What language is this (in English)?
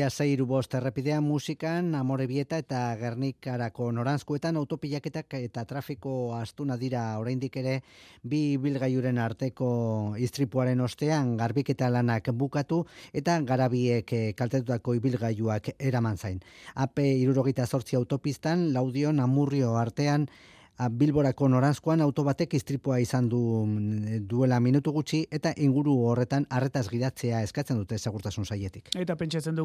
Basque